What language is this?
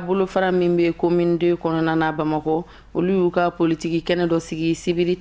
Bambara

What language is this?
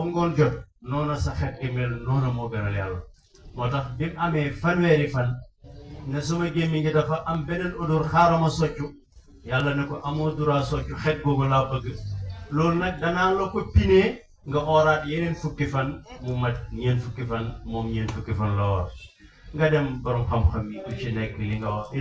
Wolof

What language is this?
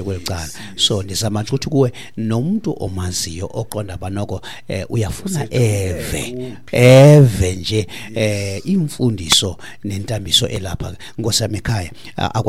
Xhosa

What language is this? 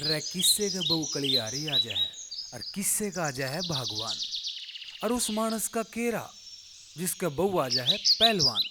Haryanvi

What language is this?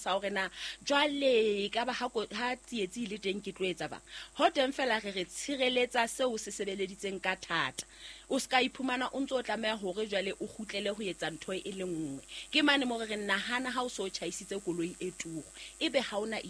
Southern Sotho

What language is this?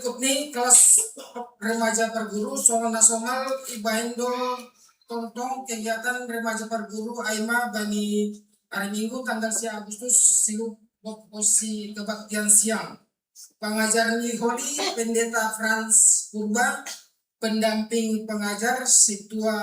Batak Simalungun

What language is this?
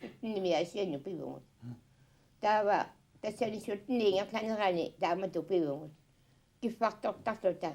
Kalaallisut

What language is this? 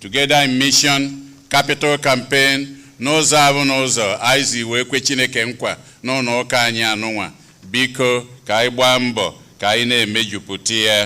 Igbo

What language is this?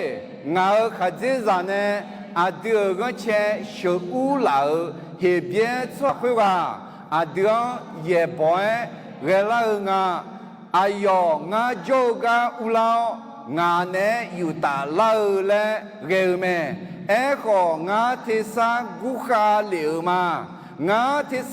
Akha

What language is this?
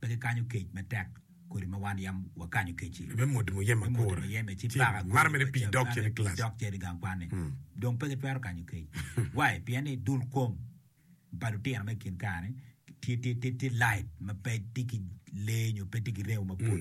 Acoli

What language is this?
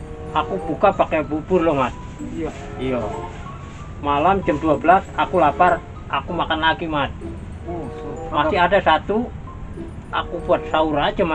Betawi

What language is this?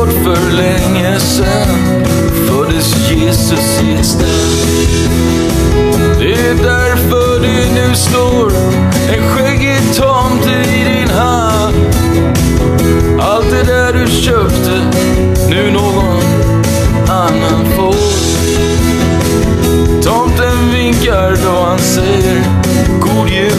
Swedish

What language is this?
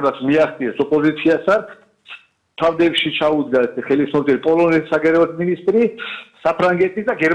Georgian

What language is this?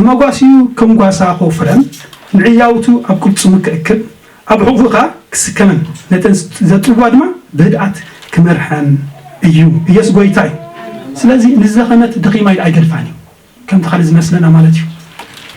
Tigrinya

